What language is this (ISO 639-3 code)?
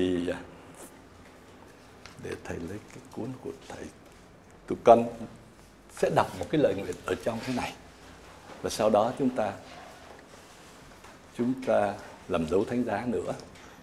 vie